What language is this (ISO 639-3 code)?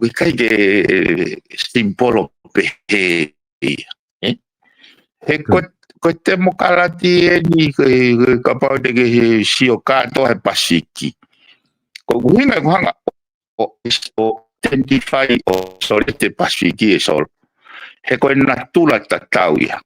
ton